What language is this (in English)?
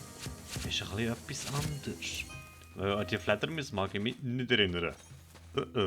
Swiss German